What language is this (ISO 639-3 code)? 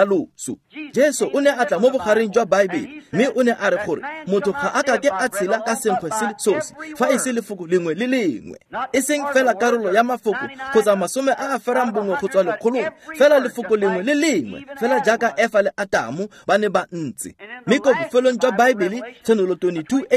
tsn